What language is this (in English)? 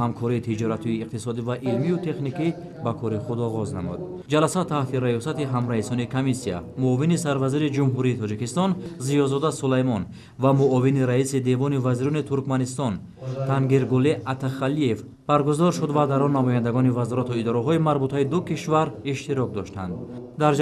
Tajik